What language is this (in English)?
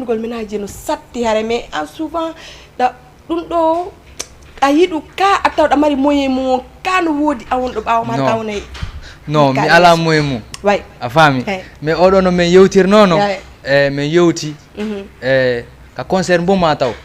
Fula